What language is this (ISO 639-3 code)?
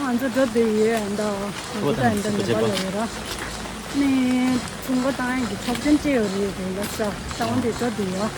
bod